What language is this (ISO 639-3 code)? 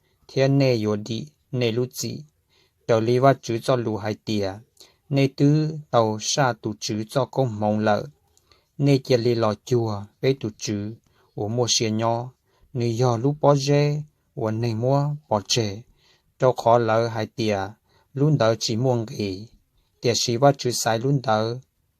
hmn